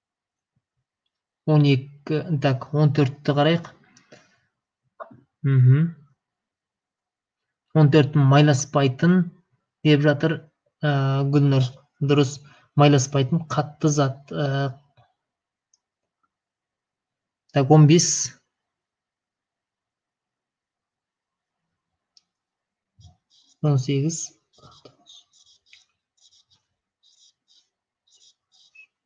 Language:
Kazakh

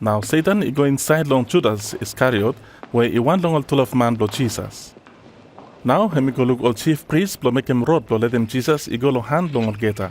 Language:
Bislama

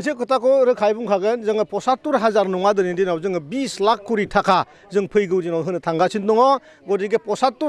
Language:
Bodo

